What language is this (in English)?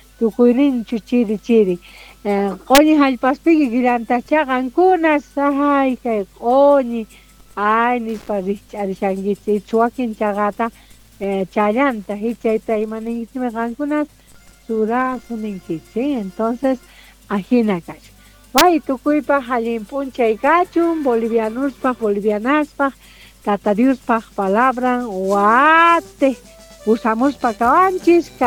South Bolivian Quechua